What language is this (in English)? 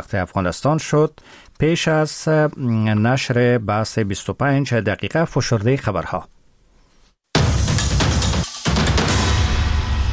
Persian